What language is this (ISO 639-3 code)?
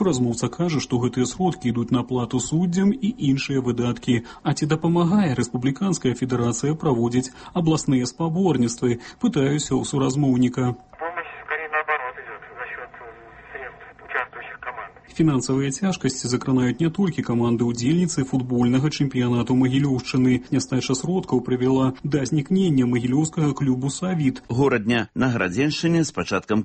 bel